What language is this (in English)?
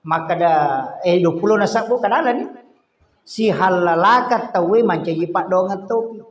Buginese